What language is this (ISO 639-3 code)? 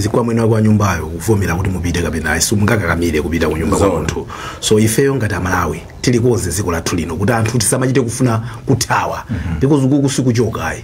nya